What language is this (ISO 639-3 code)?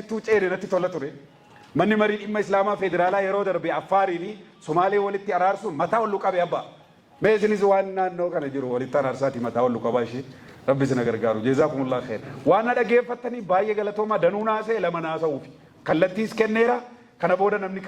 orm